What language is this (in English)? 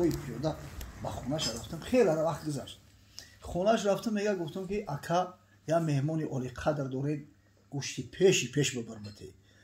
Tajik